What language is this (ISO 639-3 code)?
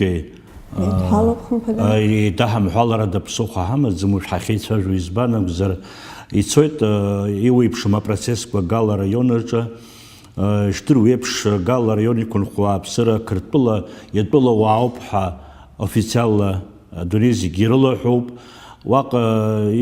abk